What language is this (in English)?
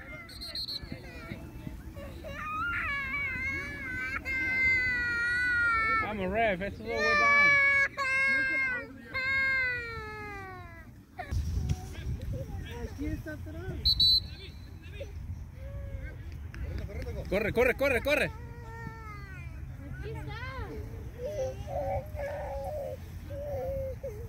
Spanish